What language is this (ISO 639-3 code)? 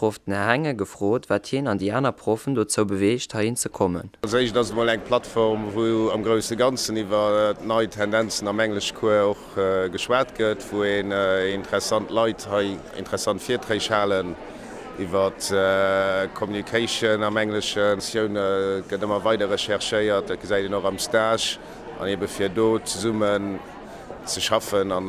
ltz